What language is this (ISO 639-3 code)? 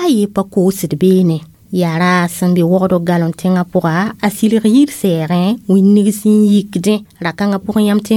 mos